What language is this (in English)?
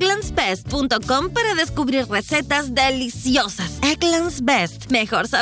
Spanish